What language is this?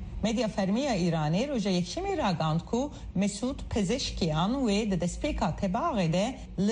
Kurdish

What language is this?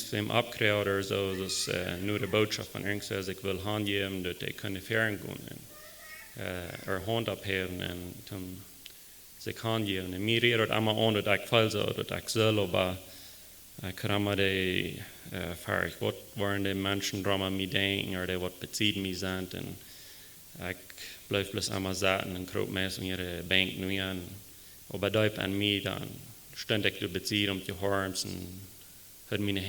Plautdietsch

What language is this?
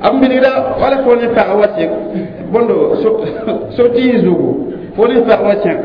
Mossi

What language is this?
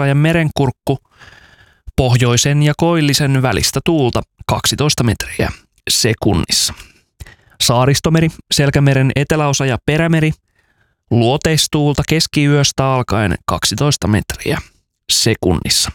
Finnish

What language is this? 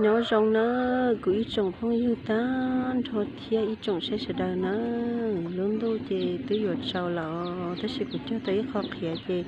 Hmong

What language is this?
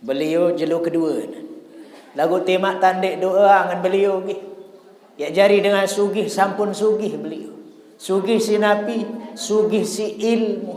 Sasak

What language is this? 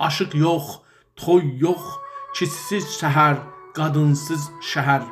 South Azerbaijani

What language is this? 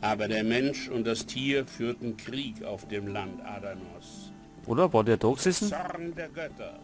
Bavarian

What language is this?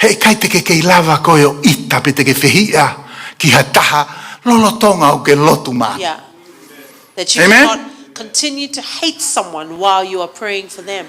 Tongan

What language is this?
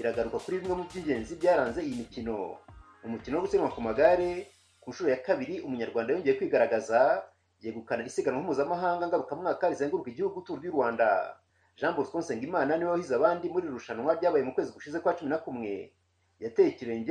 Kinyarwanda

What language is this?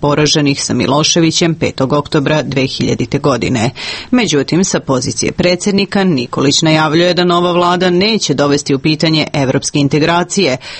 Serbian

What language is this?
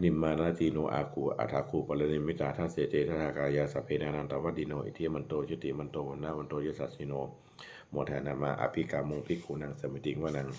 Pali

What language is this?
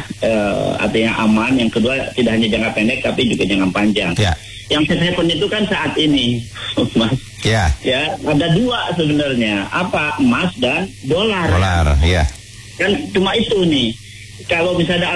Indonesian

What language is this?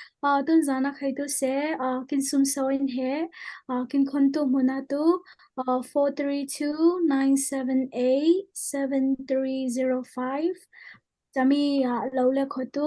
Falam Chin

